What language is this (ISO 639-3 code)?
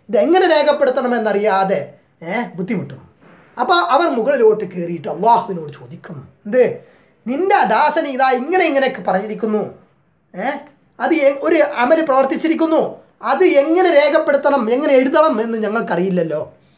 mal